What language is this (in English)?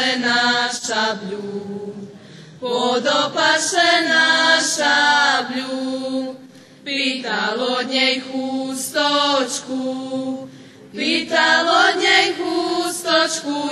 Rusyn